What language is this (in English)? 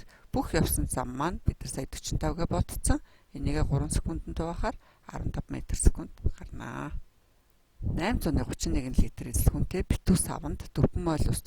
Mongolian